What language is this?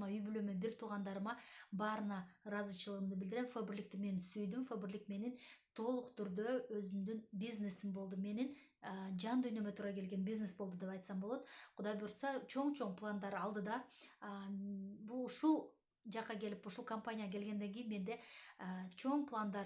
Kyrgyz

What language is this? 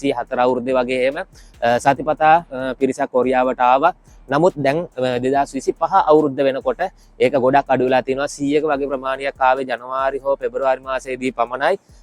Sinhala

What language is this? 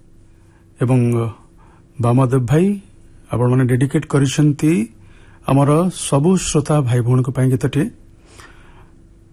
Odia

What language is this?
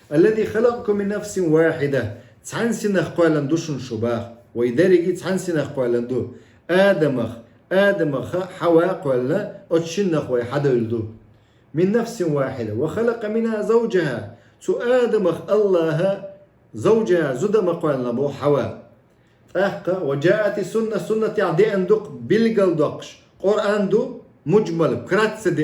Chechen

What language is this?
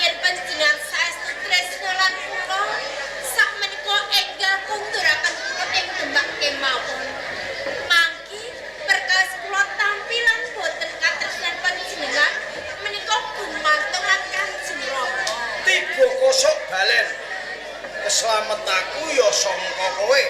Javanese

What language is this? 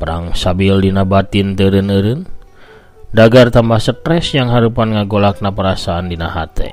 Sundanese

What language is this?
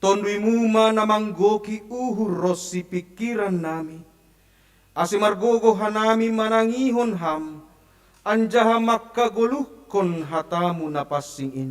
Batak Simalungun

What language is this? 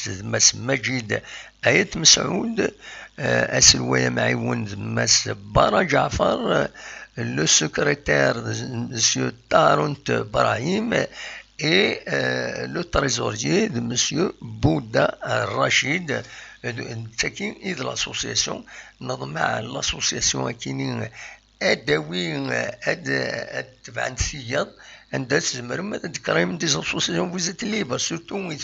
Kabyle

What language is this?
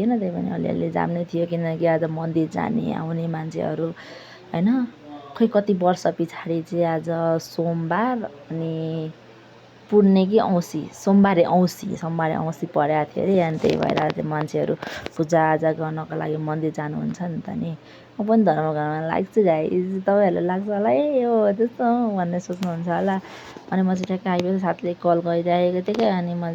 Nepali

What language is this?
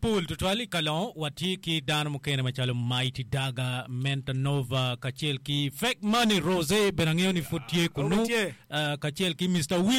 Acoli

